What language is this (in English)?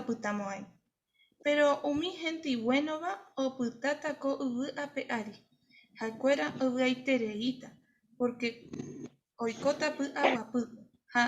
Guarani